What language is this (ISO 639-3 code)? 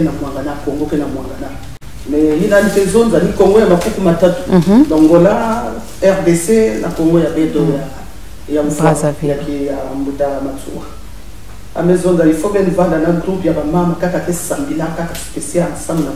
mkw